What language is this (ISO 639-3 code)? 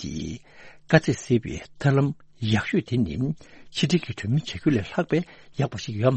bod